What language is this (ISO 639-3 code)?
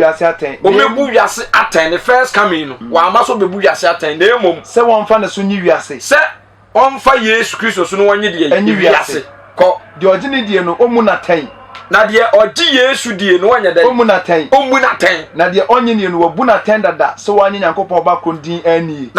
aka